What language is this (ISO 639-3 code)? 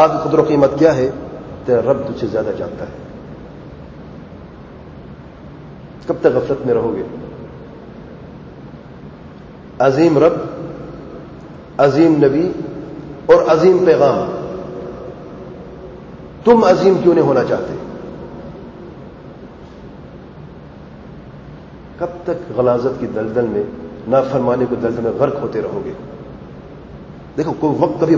urd